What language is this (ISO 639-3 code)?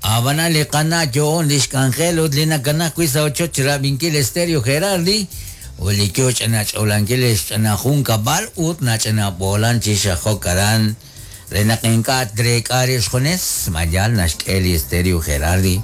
kek